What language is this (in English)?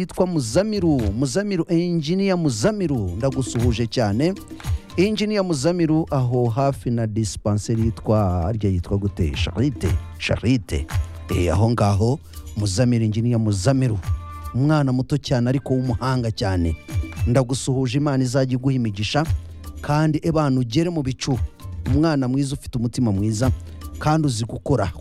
Kinyarwanda